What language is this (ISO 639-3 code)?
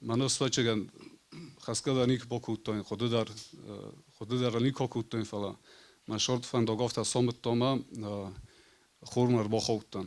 oss